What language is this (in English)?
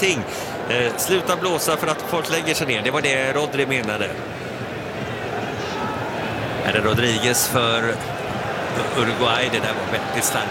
Swedish